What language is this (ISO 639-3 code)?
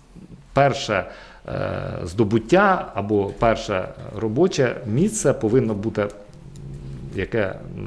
ukr